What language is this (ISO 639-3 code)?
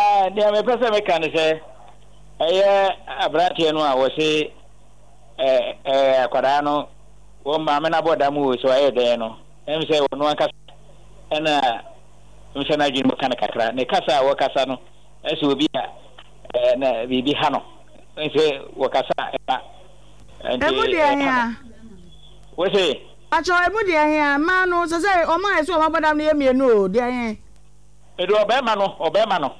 aka